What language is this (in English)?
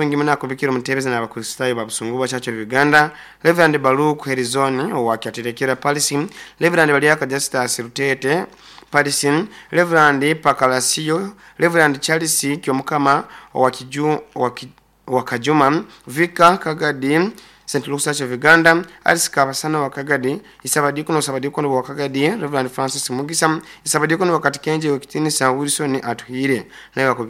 Nyoro